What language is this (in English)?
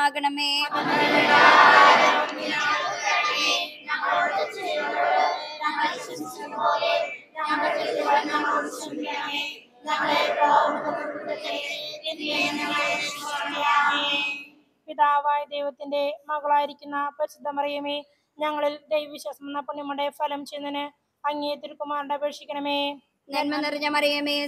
Malayalam